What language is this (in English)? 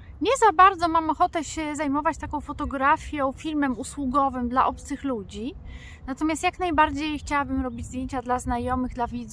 Polish